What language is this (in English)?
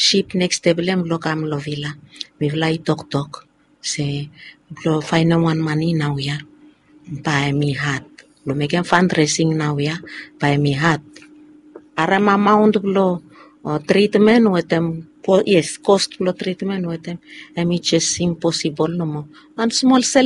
Bislama